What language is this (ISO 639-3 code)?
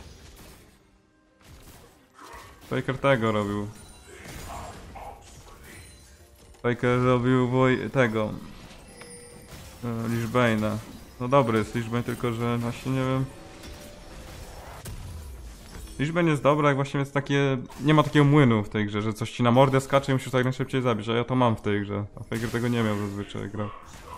pol